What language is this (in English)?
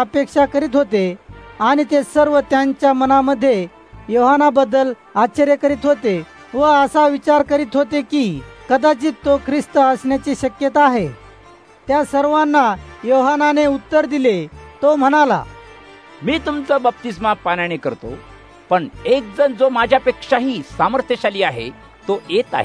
Marathi